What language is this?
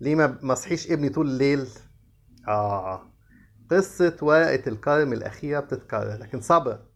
Egyptian Arabic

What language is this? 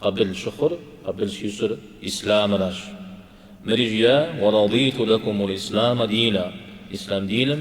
Kabardian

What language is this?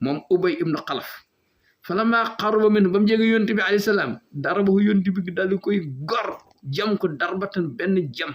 Wolof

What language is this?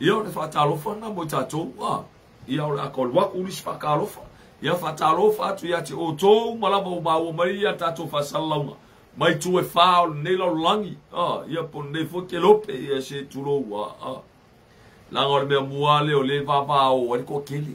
Samoan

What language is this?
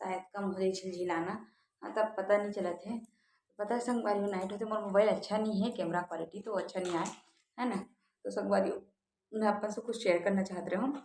Chhattisgarhi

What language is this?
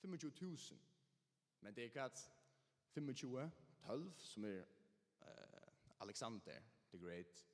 Faroese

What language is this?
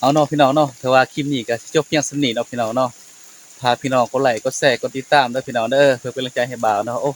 Northeastern Thai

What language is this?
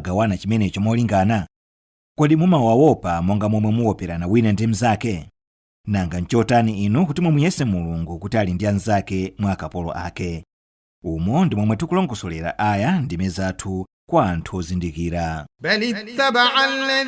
Nyanja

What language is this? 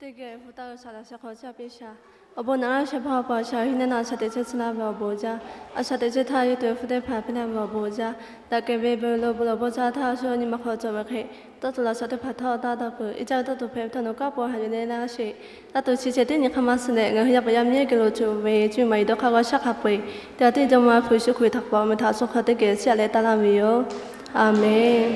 Lahu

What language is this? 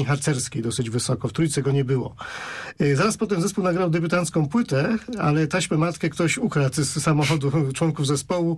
Polish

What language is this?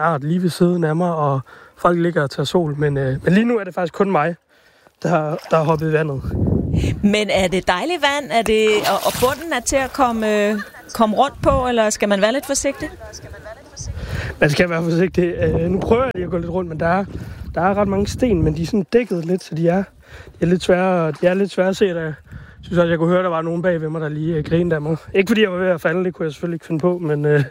Danish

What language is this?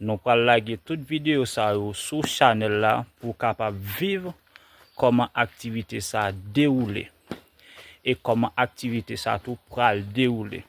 Haitian Creole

